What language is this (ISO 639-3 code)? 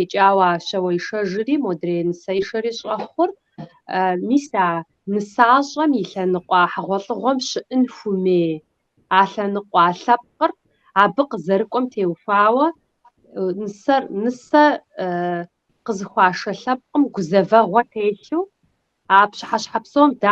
kbd